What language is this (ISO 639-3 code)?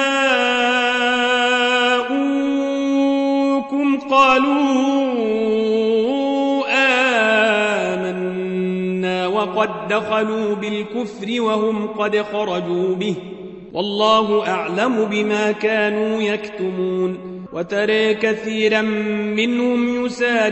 ara